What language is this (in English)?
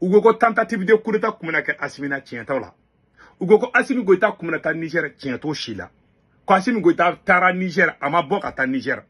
Bambara